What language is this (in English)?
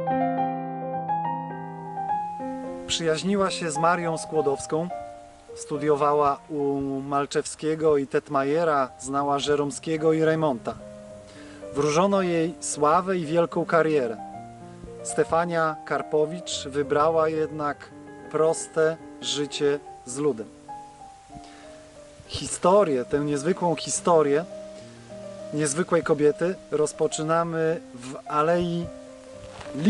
Polish